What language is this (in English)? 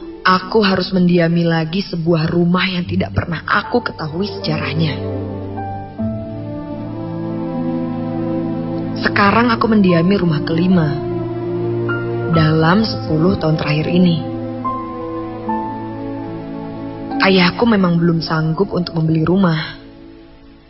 Indonesian